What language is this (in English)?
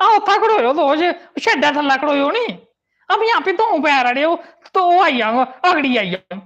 Dogri